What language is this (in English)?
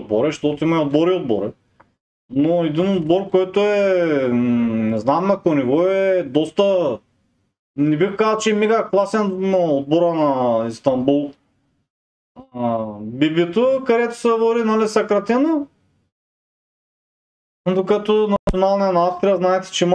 Bulgarian